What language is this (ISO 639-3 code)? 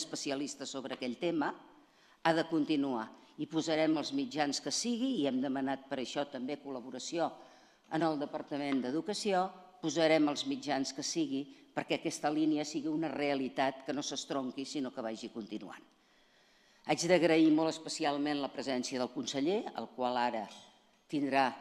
cat